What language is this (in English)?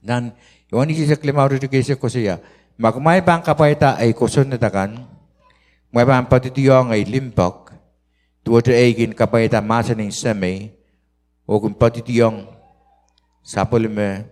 Pohnpeian